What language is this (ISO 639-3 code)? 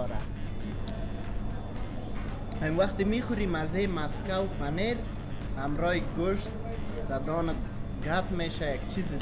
fas